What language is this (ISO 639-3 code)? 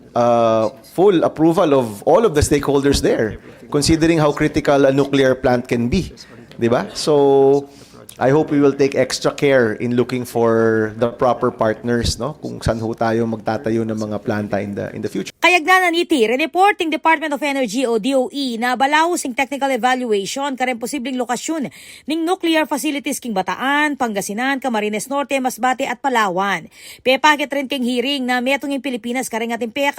pam